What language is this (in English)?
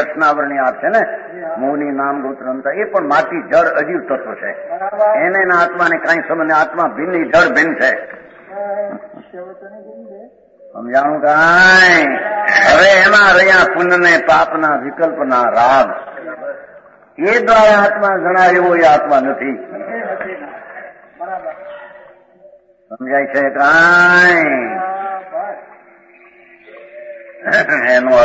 Gujarati